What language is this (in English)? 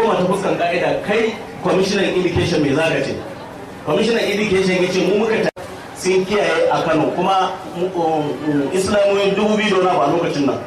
Hausa